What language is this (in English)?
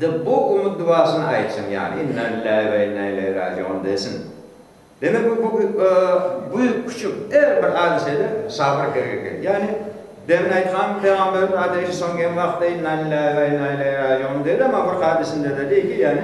Crimean Tatar